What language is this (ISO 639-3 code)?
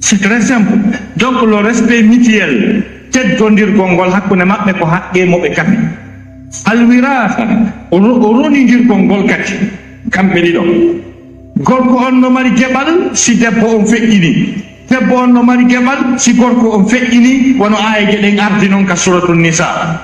ful